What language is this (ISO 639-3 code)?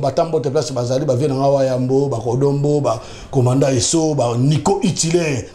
lin